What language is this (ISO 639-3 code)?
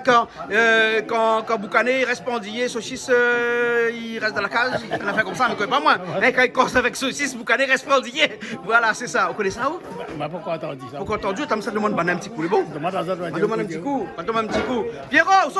rcf